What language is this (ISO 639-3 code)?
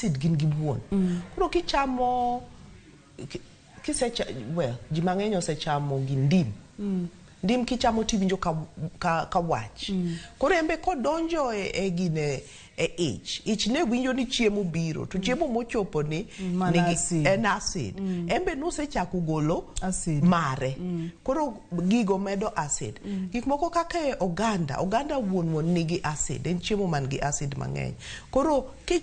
luo